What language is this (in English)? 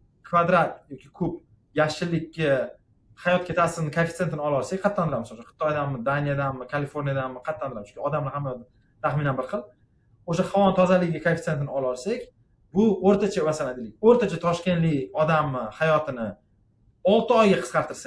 Uzbek